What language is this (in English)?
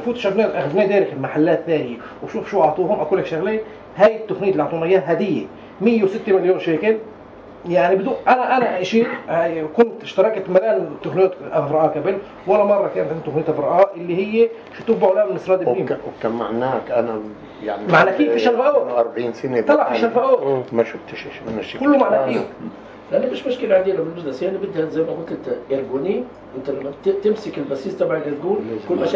North Levantine Arabic